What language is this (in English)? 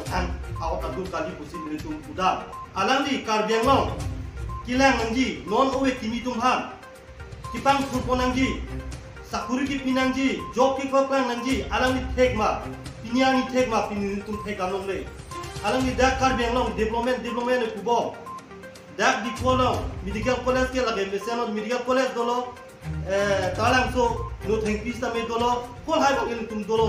Karbi